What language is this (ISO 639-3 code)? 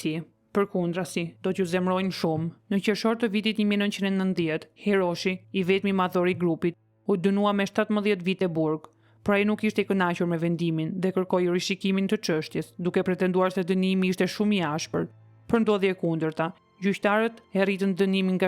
sqi